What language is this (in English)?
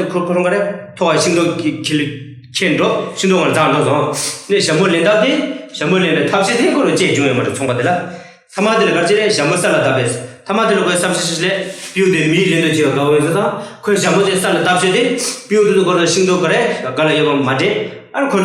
Tibetan